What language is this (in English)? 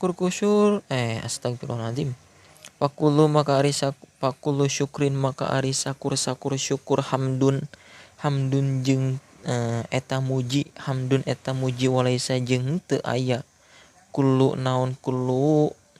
Sundanese